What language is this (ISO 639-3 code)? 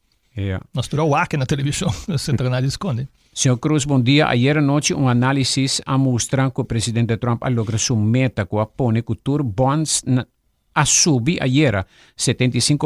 pap